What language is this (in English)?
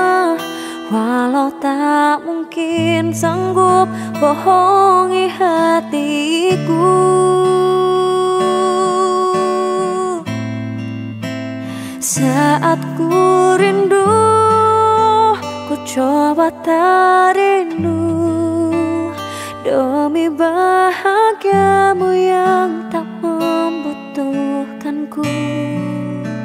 Indonesian